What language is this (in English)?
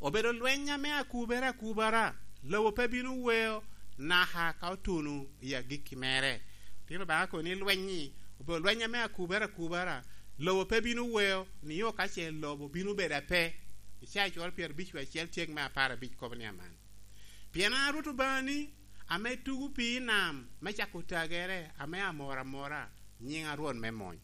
Lango (Uganda)